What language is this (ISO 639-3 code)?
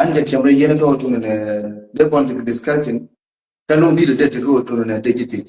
nus